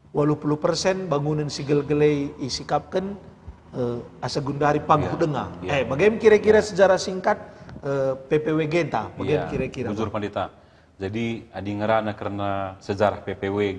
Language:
Batak Karo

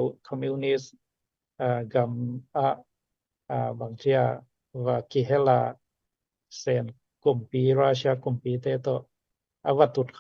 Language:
Tedim Chin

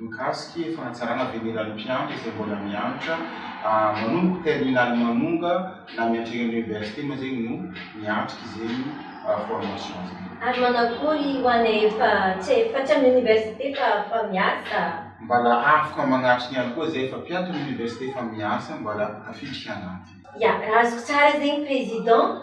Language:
Malagasy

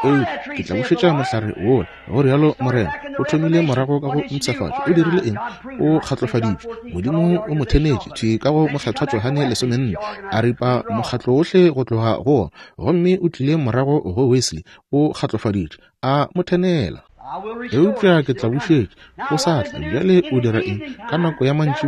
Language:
Northern Sotho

